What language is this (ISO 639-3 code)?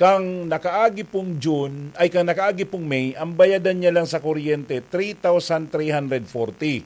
bik